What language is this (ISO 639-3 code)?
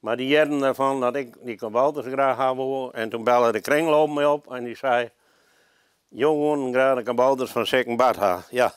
fry